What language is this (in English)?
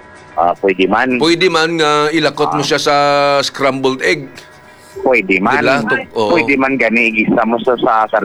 Hiligaynon